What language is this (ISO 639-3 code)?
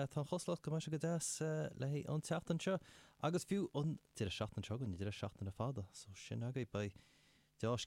gle